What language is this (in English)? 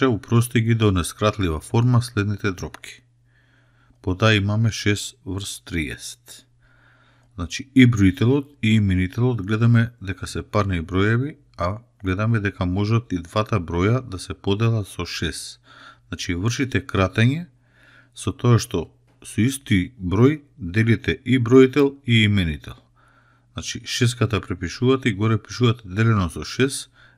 Macedonian